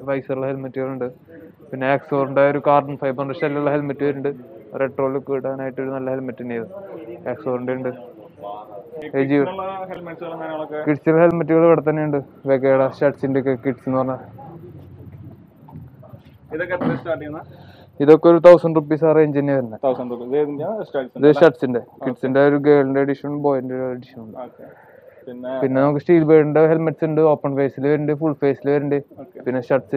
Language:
Malayalam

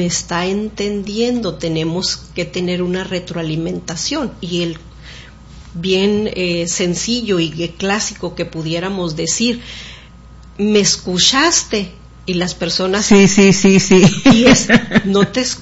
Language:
Spanish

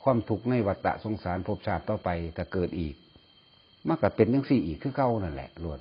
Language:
Northeastern Thai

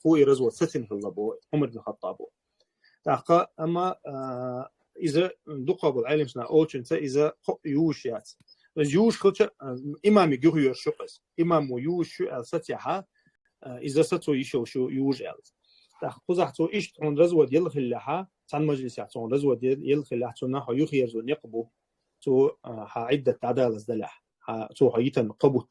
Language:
Chechen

